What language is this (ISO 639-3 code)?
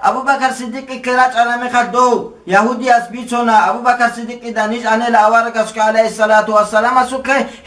ava